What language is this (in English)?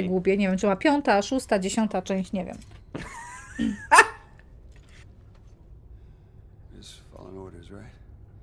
Polish